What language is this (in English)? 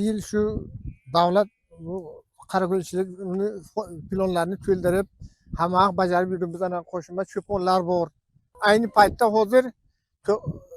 Uzbek